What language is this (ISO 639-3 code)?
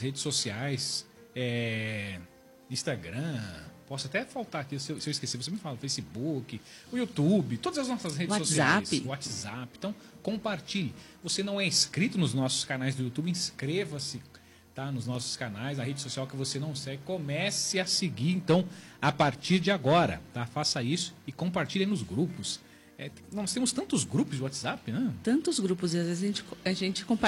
por